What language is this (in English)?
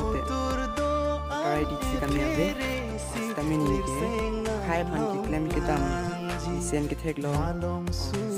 Karbi